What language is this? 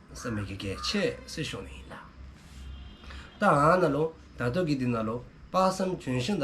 Dzongkha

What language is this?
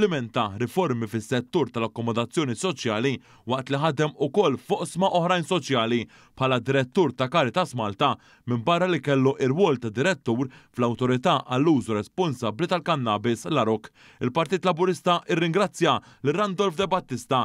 Maltese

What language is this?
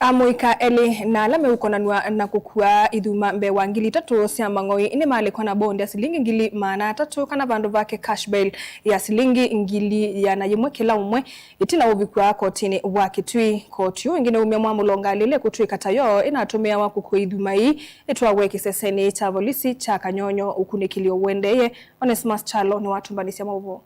Kamba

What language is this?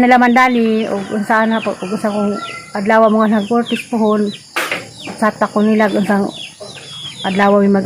Cebuano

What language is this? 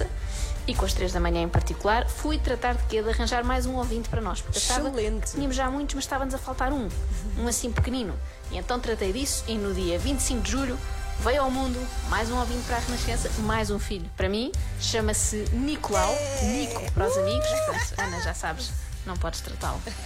Portuguese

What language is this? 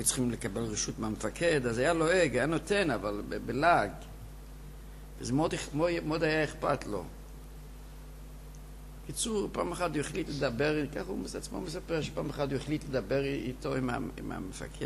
Hebrew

